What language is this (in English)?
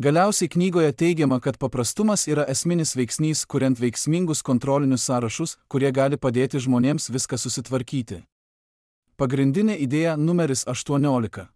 Lithuanian